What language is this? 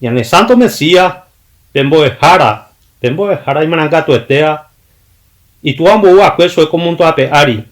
Guarani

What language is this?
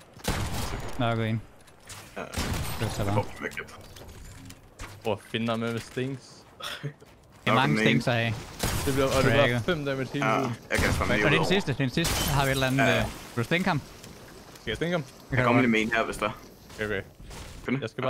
Danish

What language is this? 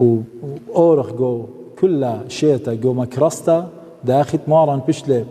Assyrian Neo-Aramaic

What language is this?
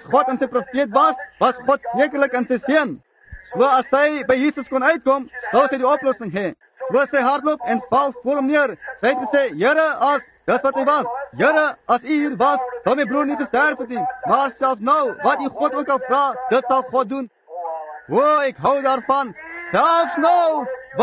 Afrikaans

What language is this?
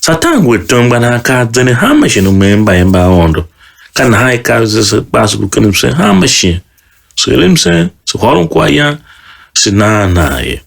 Tiv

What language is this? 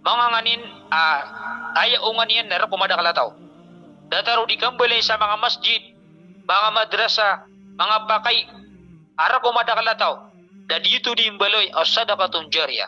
Maranao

